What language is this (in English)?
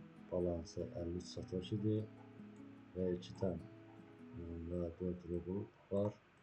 Azerbaijani